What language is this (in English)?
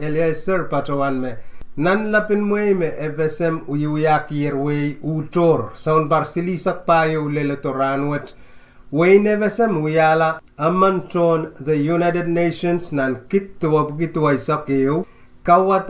Pohnpeian